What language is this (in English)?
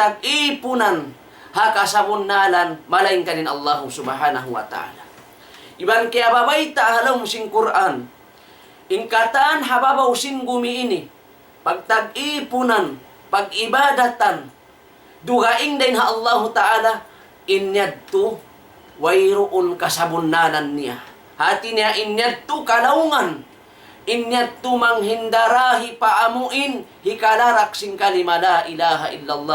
Tausug